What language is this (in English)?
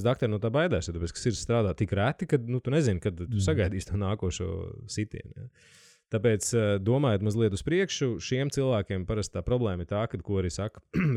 Latvian